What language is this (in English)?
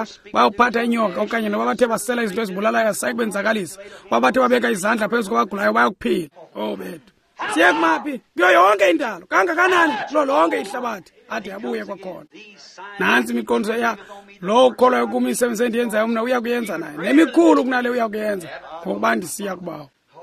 Xhosa